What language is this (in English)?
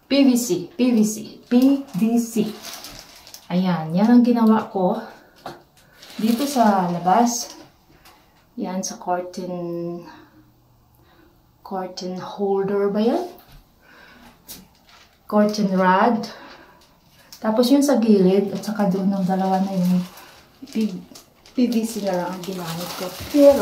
Filipino